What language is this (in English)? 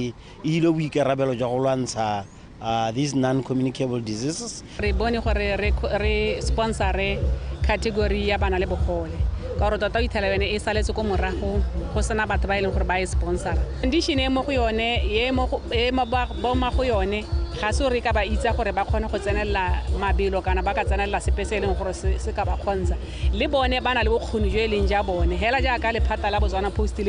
Tswana